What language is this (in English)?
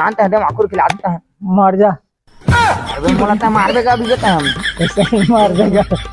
Chhattisgarhi